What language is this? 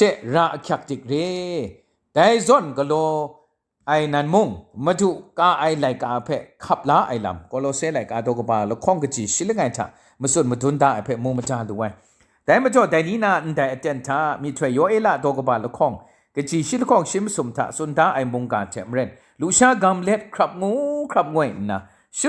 Kachin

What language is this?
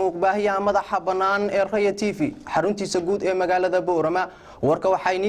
Somali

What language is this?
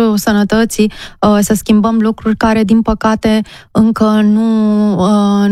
Romanian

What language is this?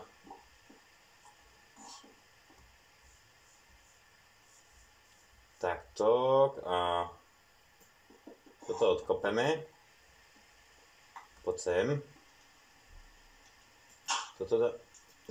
Slovak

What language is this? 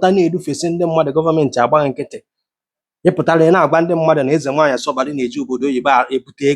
Igbo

